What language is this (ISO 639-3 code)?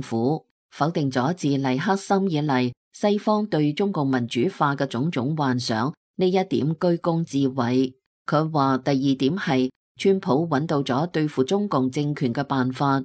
yue